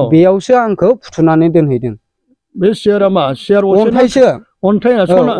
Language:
Bodo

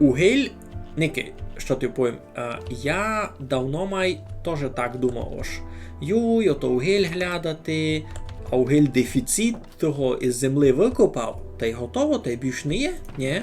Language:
Rusyn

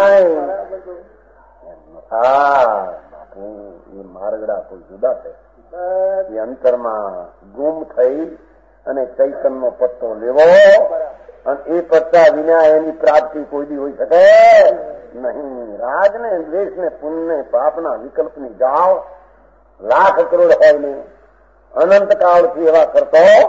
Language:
Gujarati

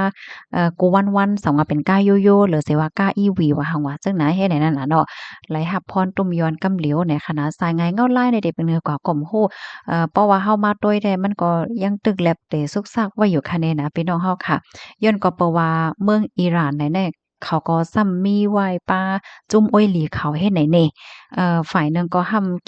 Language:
Shan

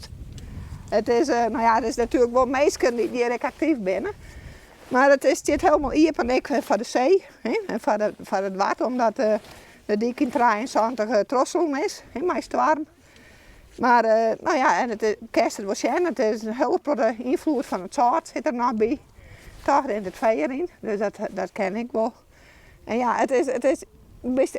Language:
Western Frisian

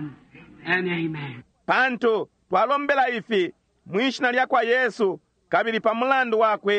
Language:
Bemba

